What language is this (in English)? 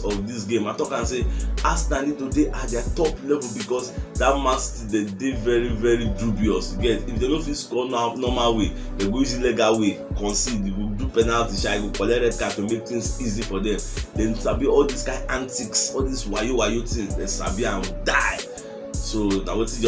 Nigerian Pidgin